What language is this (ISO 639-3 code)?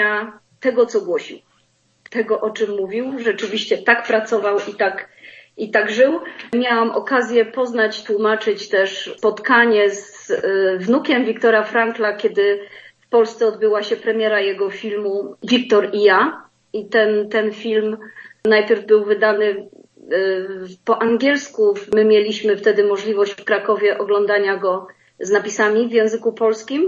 pol